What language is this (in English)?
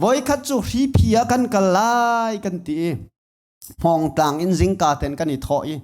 Hakha Chin